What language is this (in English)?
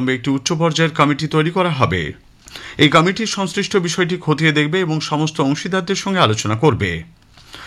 Bangla